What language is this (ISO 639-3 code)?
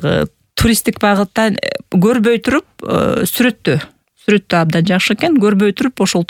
kir